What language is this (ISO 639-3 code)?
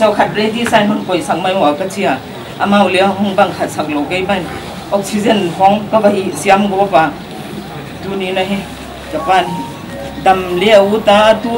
pck